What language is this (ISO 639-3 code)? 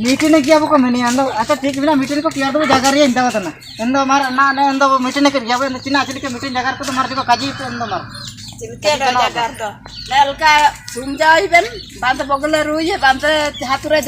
hoc